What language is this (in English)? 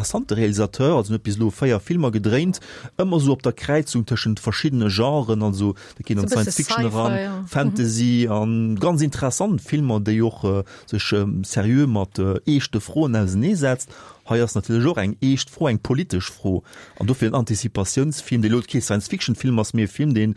Luxembourgish